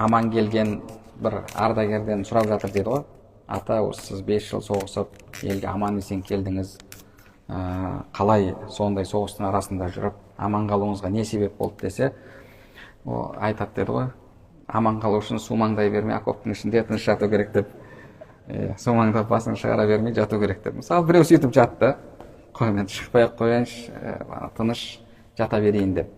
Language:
Kazakh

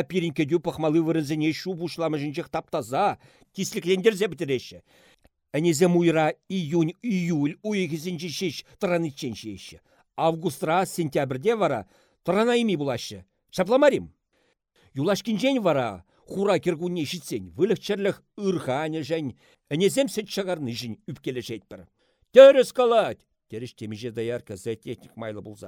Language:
Chuvash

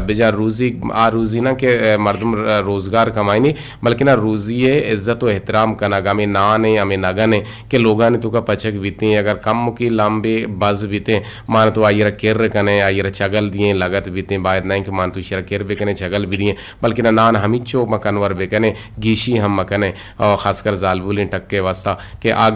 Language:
Eastern Balochi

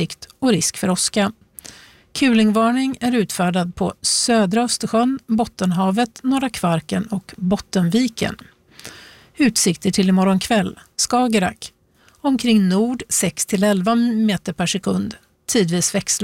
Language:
Swedish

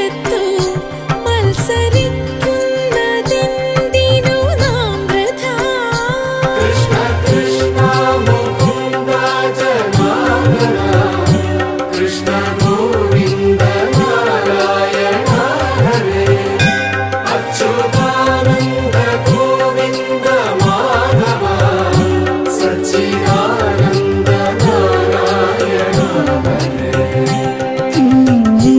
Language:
Malayalam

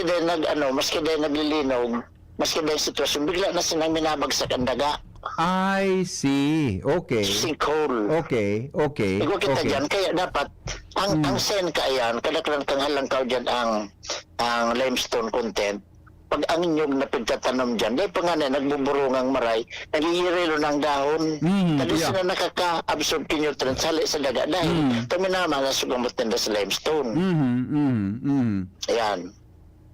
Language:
Bikol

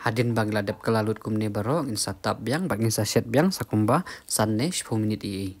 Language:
Khasi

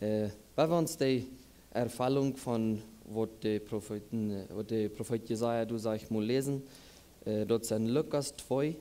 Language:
Plautdietsch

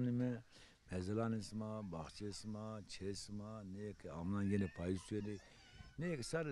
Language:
Zaza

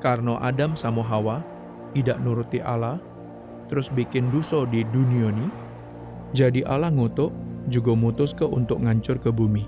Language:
Musi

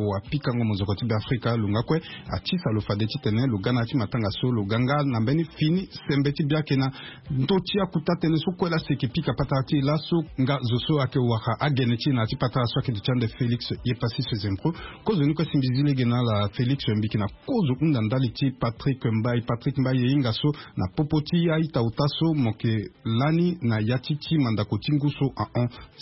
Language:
Sango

